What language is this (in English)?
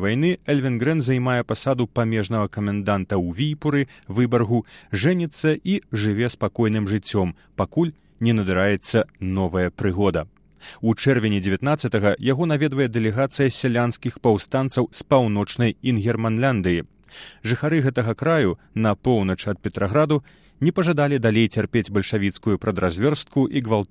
Belarusian